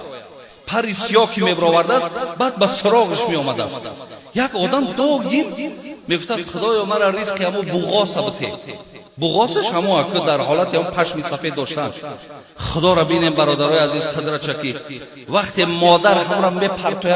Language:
Tajik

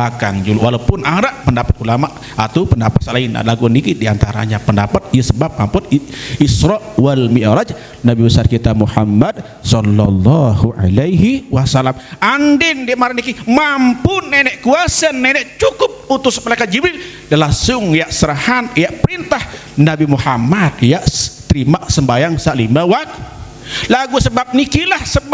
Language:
Sasak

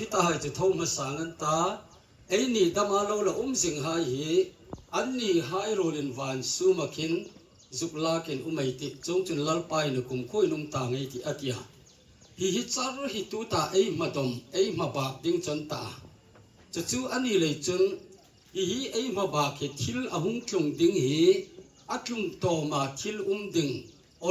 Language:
Hmar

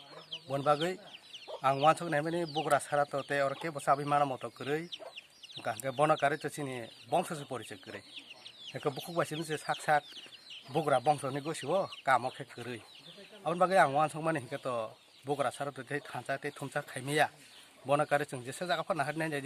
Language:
Kok Borok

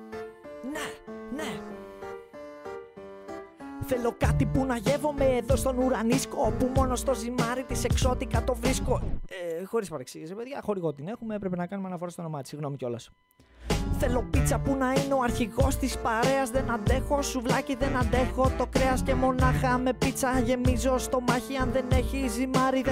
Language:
Greek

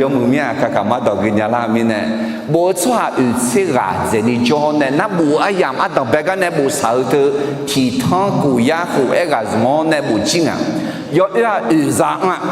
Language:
Akha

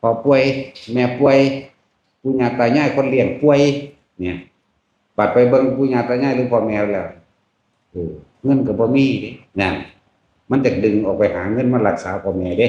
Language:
Northeastern Thai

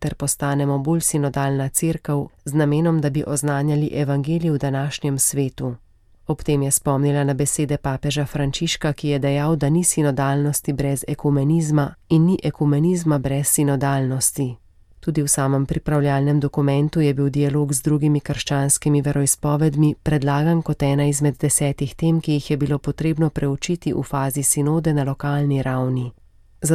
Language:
Slovenian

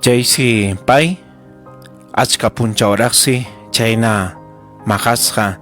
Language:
Ayacucho Quechua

